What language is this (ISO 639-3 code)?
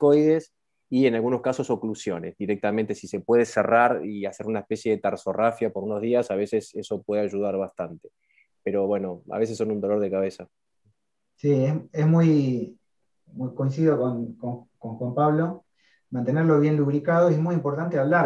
spa